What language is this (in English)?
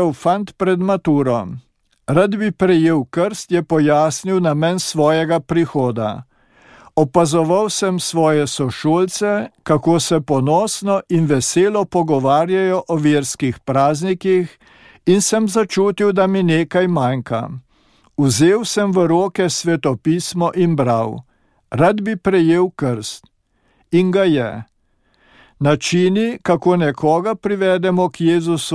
Slovenian